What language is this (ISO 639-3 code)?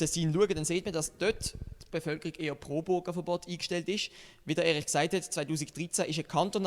gsw